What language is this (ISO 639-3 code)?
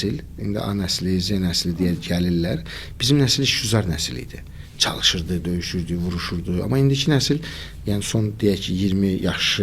aze